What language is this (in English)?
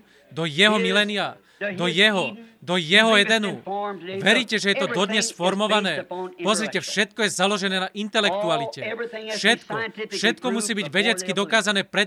Slovak